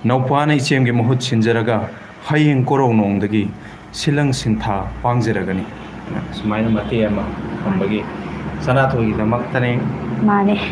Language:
Manipuri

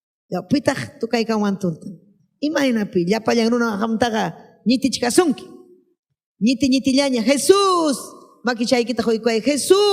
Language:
Ayacucho Quechua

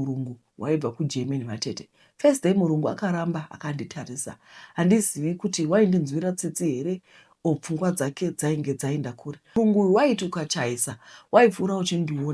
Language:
Shona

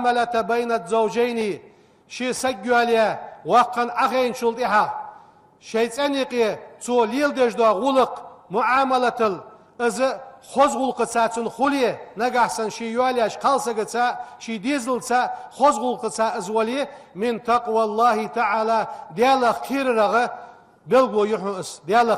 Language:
Ingush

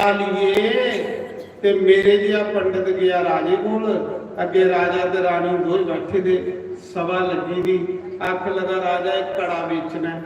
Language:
Dogri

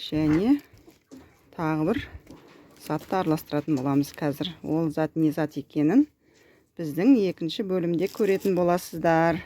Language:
Kazakh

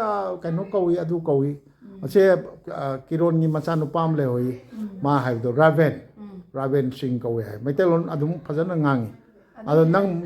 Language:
Manipuri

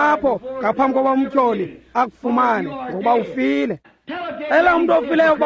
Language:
Xhosa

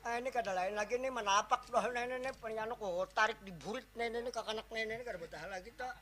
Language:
Banjar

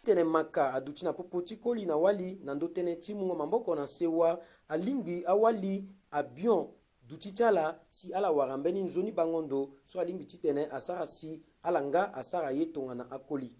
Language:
Sango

